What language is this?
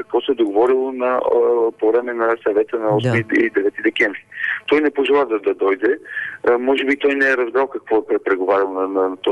Bulgarian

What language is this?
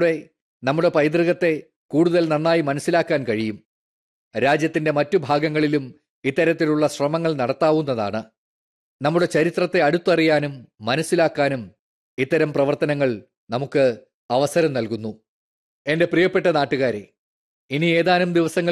Malayalam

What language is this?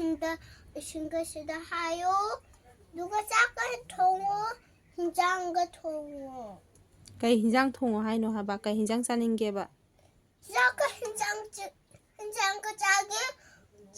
Manipuri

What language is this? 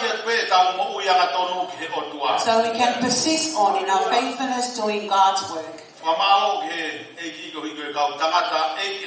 Tongan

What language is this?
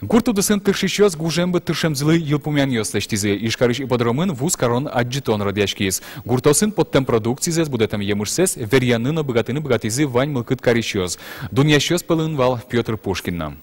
Udmurt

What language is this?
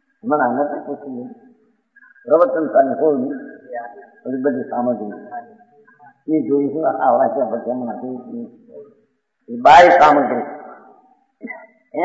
Gujarati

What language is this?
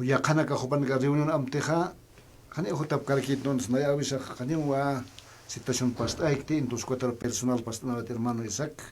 Aymara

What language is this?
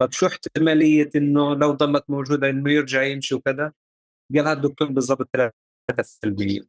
North Levantine Arabic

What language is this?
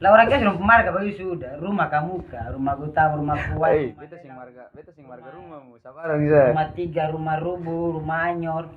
Ambonese Malay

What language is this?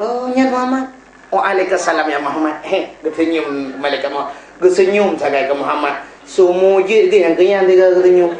Achinese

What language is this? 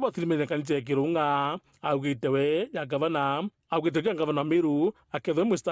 Meru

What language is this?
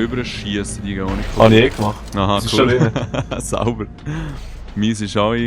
Swiss German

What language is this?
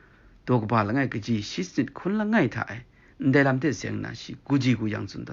Kachin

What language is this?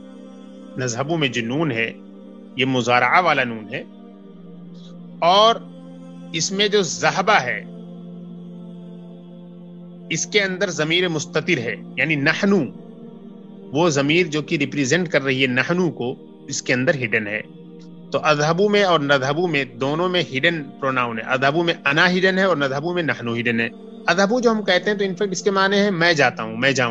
Urdu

